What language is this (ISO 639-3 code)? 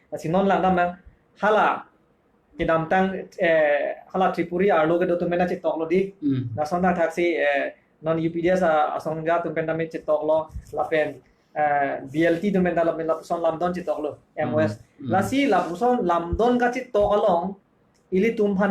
mjw